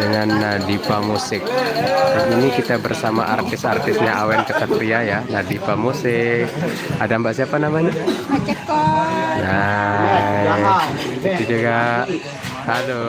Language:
Sasak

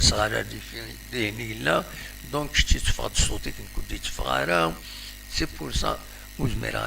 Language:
Kabyle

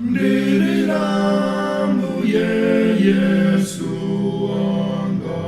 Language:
Nyanja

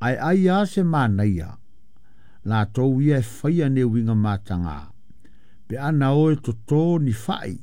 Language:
Samoan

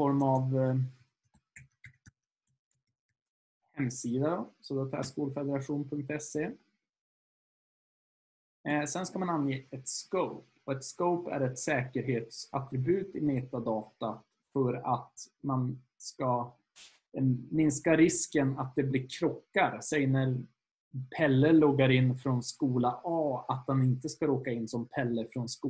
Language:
Swedish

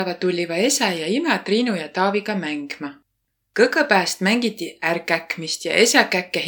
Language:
Võro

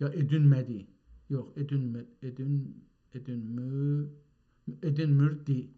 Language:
South Azerbaijani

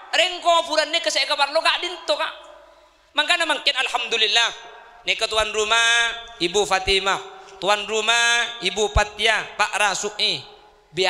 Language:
Madurese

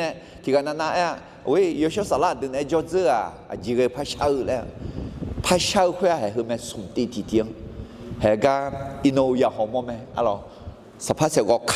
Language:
Akha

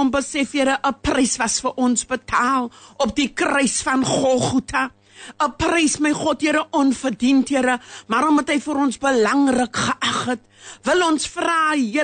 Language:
Afrikaans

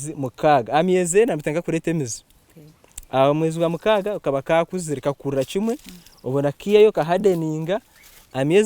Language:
Nyankole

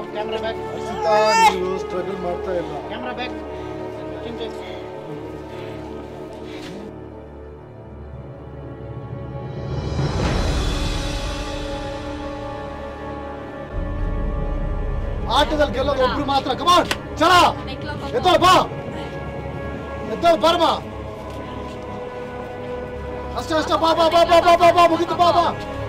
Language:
Kannada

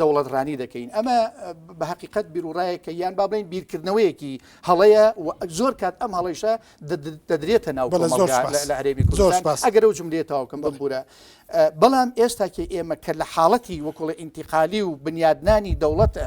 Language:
Central Kurdish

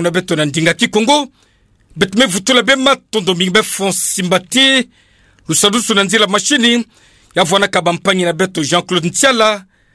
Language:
Kituba (Democratic Republic of Congo)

